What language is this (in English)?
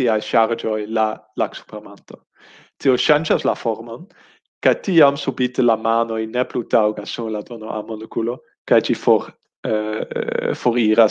Esperanto